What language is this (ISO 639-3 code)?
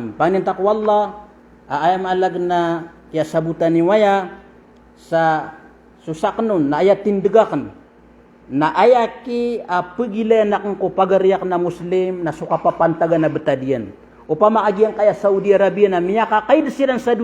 mrw